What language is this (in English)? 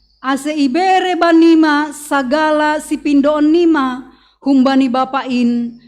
Batak Simalungun